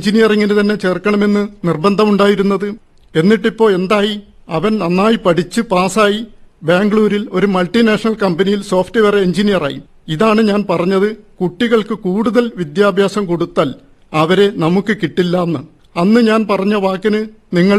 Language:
Malayalam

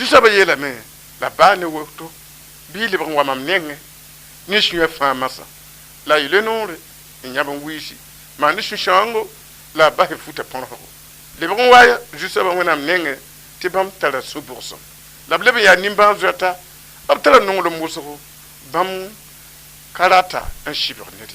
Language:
Mossi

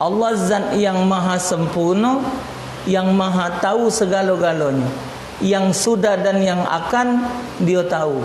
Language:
Musi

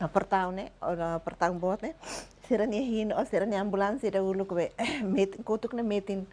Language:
Tetum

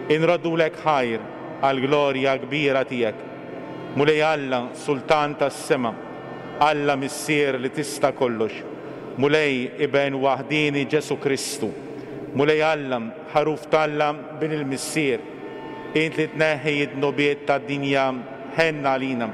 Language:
Maltese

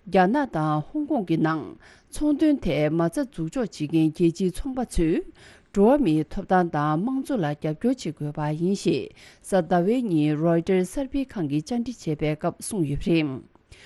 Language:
Tibetan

